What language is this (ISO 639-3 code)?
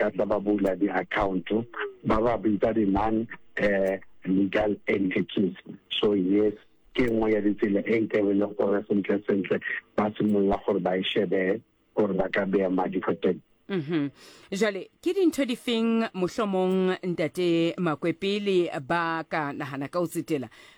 sot